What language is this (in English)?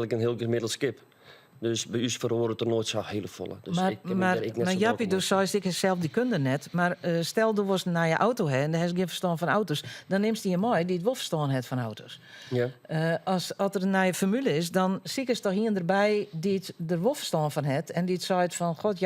Western Frisian